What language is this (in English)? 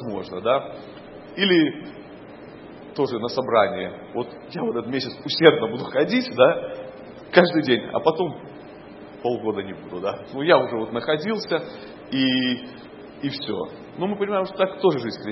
Russian